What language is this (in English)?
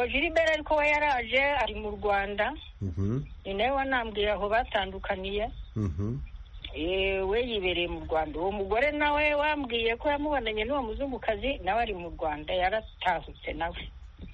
Kinyarwanda